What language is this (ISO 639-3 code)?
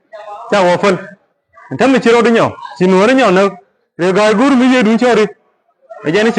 nus